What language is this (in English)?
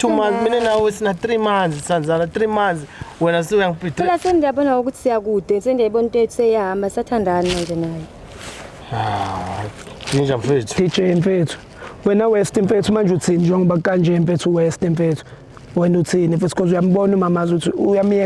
Zulu